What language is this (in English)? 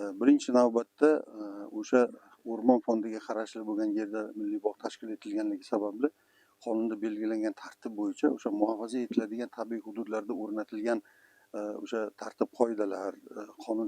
Uzbek